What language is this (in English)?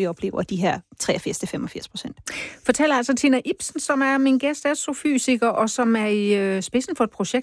Danish